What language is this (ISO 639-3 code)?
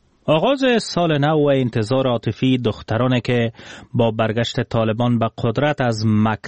fas